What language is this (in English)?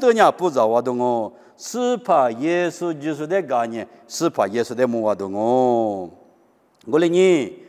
Lisu